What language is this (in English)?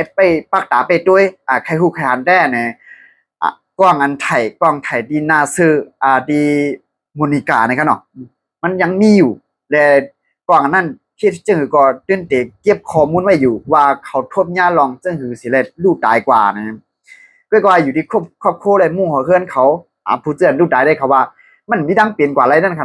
Shan